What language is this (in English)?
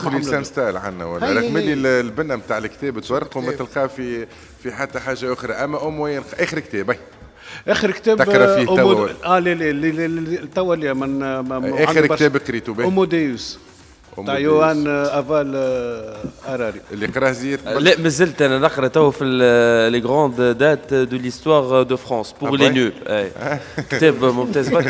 Tunisian Arabic